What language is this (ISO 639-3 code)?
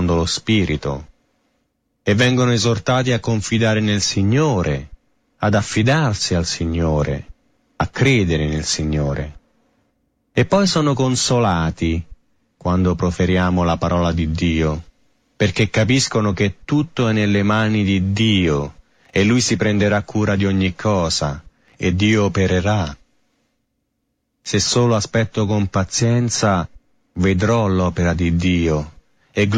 ita